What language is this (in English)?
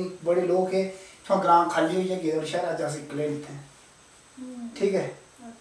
Dogri